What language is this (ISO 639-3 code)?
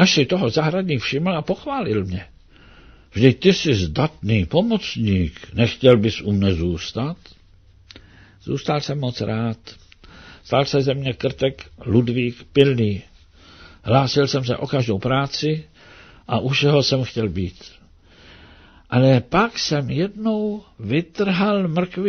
ces